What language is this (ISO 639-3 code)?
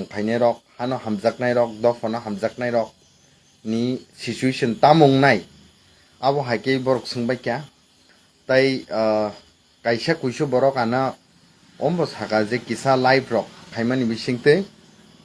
trp